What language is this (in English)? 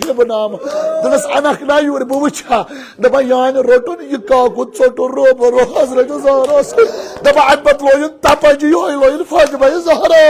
Kashmiri